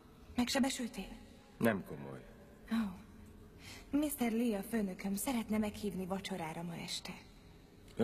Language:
Hungarian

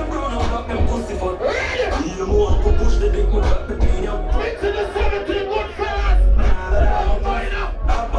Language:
Jamaican Creole English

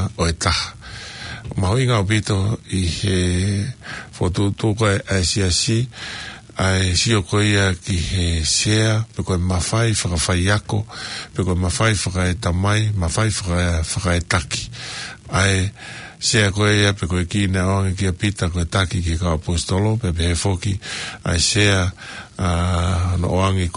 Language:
Tongan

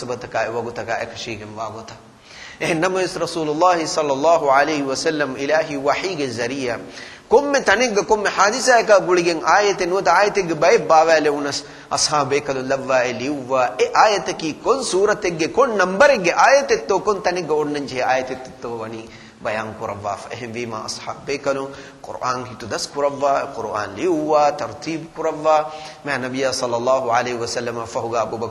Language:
Divehi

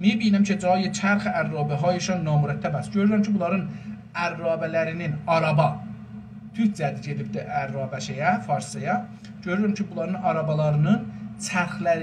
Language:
South Azerbaijani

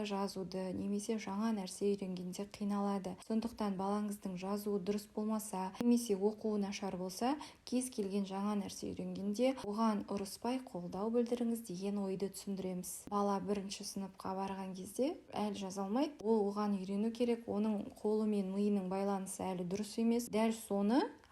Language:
Kazakh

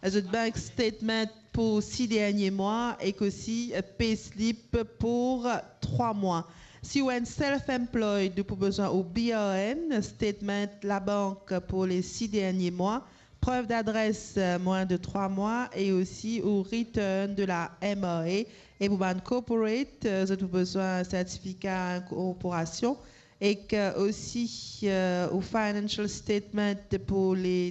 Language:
Morisyen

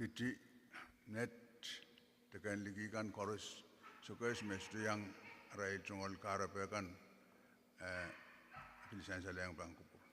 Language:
Pohnpeian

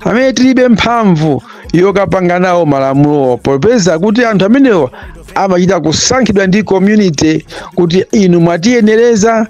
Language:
Nyanja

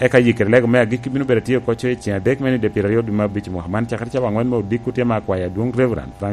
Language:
Lango (Uganda)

